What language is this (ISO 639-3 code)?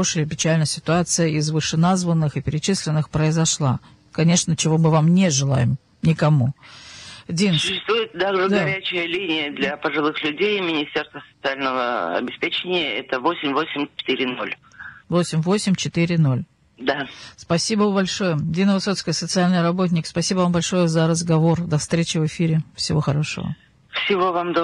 rus